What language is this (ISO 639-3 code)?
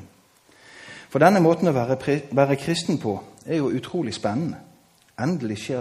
nor